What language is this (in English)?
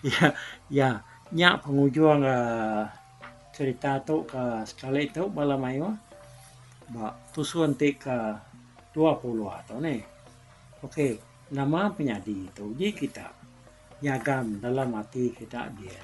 Iban